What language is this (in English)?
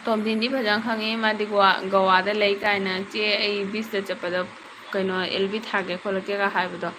Manipuri